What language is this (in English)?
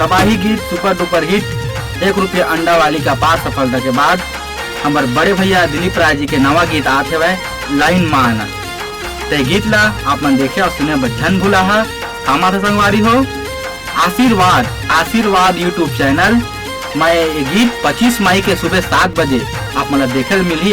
Chhattisgarhi